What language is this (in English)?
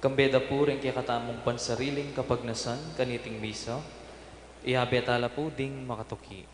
Pampanga